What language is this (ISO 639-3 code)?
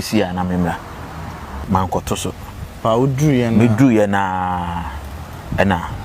aka